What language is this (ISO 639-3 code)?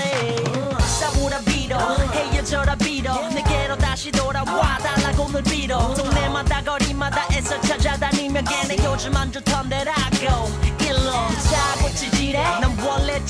kor